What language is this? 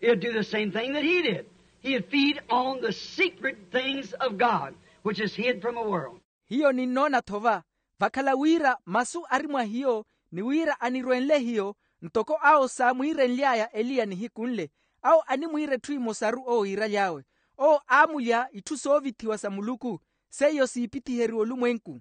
Makhuwa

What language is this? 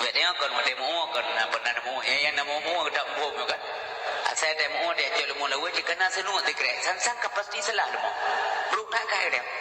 Achinese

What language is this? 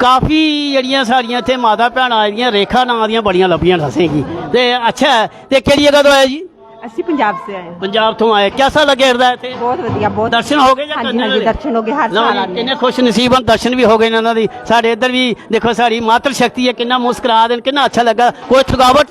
Dogri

